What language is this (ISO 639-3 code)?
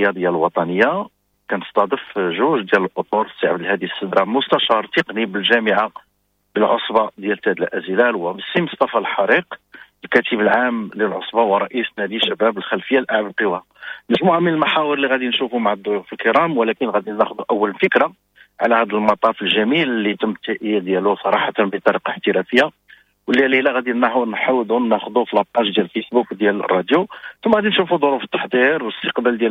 ary